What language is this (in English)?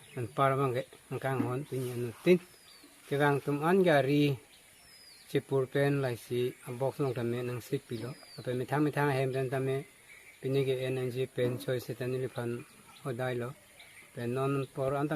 Karbi